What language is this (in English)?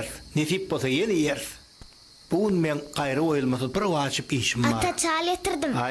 Turkmen